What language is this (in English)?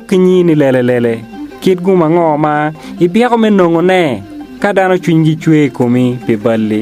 Acoli